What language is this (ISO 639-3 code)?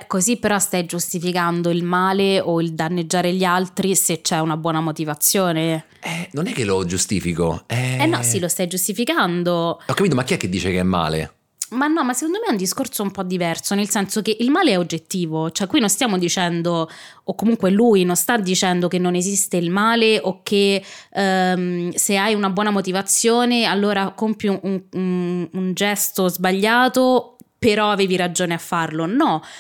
ita